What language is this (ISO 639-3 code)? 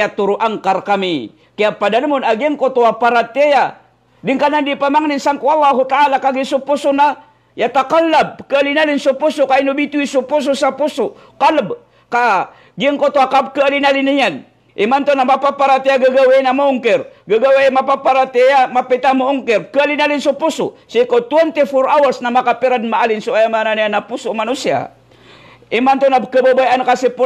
mrw